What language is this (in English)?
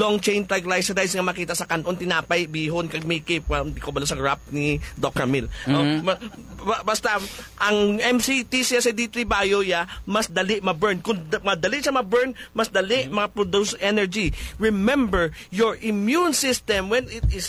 Hiligaynon